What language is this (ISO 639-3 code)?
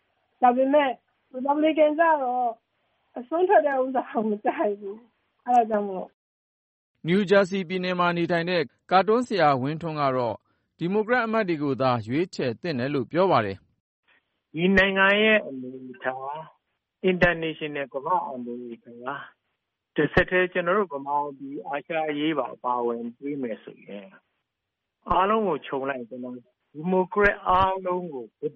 mya